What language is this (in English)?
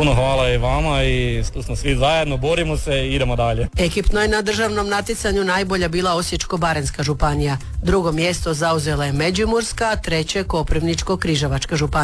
Croatian